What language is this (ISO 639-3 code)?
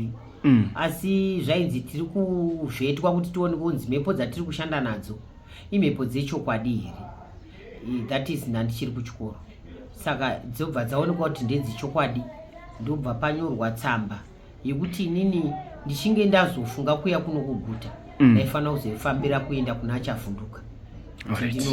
sna